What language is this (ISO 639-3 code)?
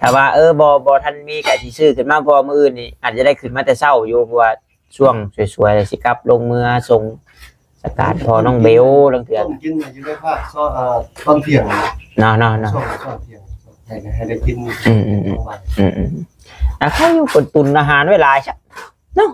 tts